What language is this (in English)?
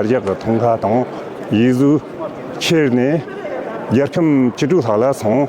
Tibetan